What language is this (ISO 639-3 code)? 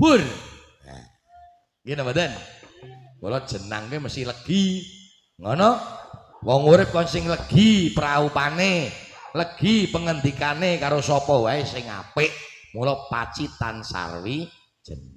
jav